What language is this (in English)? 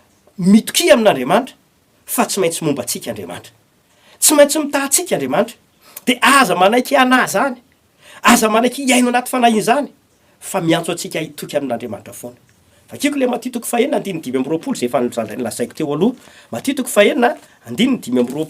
Malagasy